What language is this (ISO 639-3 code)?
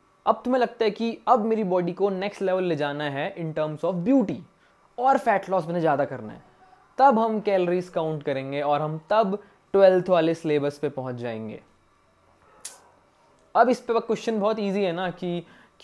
hin